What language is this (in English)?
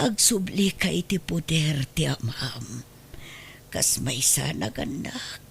Iloko